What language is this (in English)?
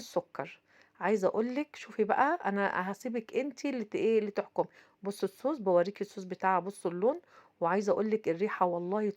Egyptian Arabic